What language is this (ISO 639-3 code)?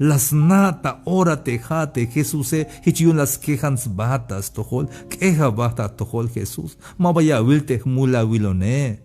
tzh